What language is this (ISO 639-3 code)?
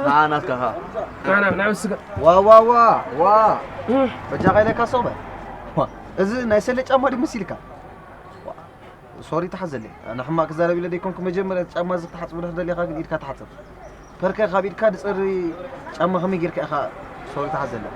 tir